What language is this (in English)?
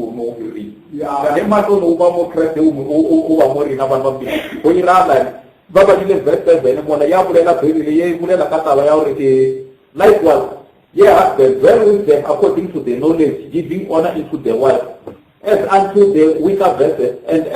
Northern Sotho